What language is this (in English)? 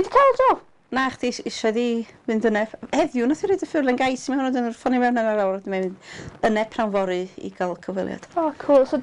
Welsh